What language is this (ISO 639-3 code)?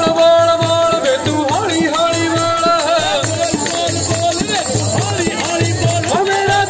pan